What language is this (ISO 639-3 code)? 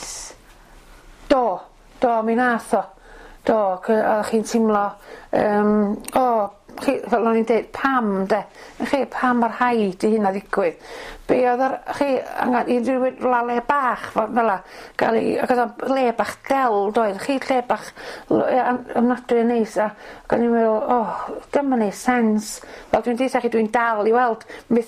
cym